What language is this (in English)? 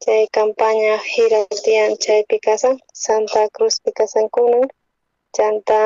South Bolivian Quechua